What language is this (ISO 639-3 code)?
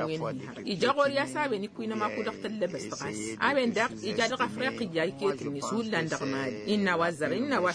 taq